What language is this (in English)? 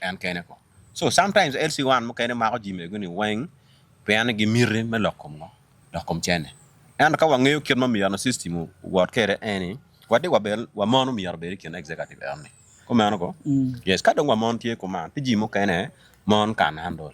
Acoli